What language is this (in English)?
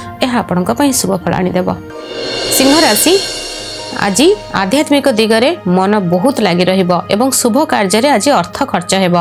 Odia